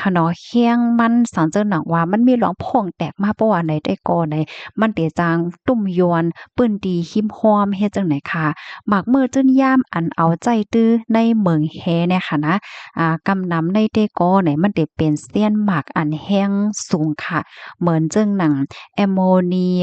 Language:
Shan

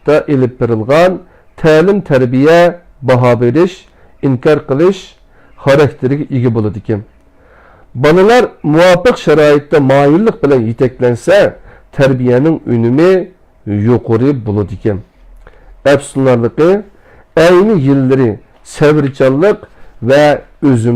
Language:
Uyghur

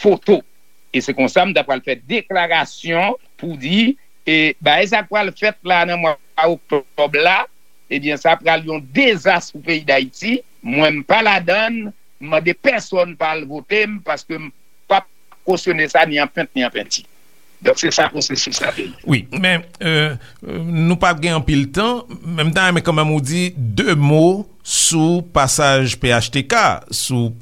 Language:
Haitian Creole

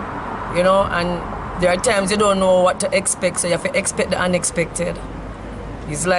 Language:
Jamaican Creole English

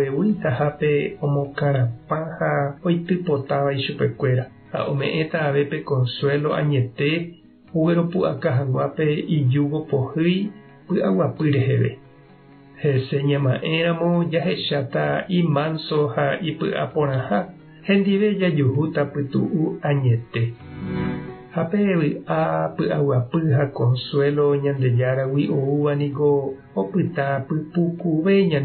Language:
Guarani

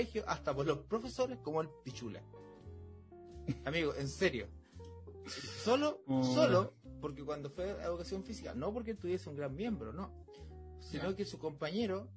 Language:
Spanish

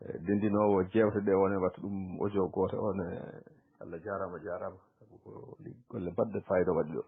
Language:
Fula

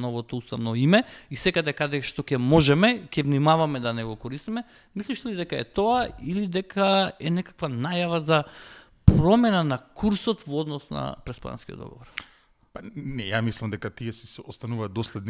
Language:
Macedonian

